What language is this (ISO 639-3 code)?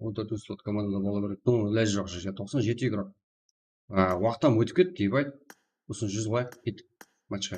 kaa